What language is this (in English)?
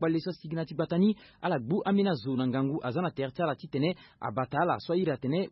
Sango